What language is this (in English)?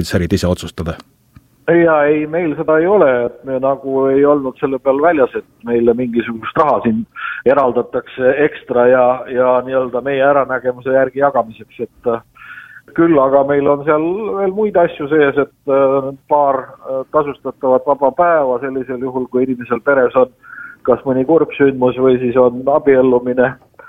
Estonian